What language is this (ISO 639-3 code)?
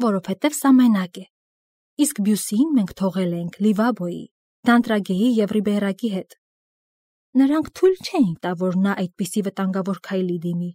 hye